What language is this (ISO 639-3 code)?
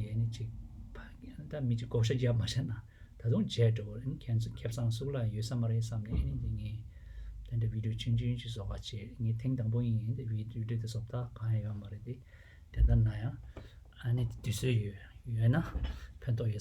bod